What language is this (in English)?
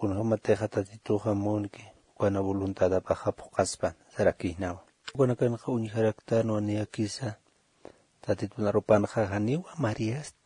Aymara